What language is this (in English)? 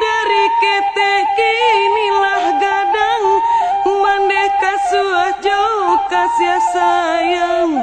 Minangkabau